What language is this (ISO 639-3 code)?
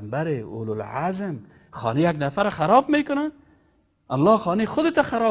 fas